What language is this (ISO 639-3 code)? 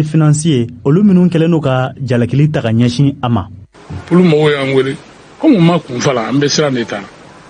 bam